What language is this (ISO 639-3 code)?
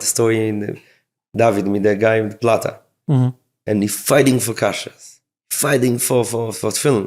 yid